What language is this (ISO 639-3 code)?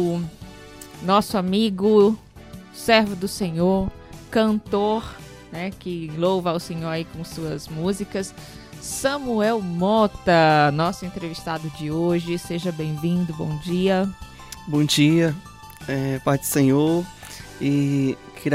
por